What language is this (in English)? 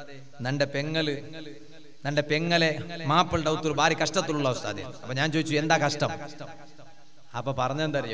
Malayalam